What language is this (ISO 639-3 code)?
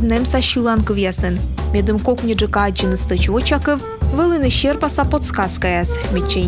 kom